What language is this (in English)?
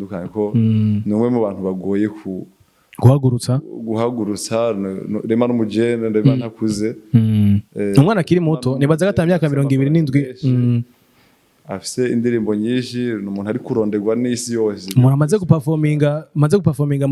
Rundi